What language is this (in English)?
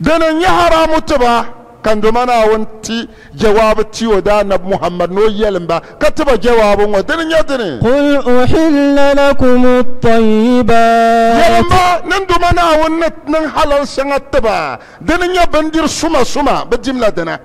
Dagbani